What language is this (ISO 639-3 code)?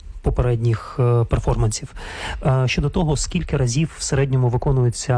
ukr